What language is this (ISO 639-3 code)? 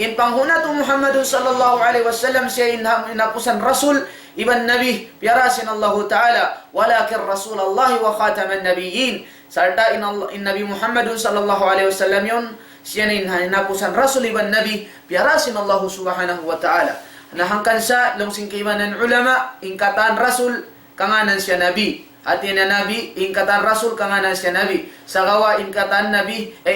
tsg